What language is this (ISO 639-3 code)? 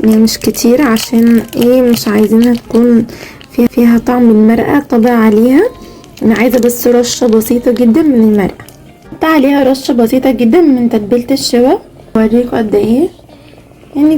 arz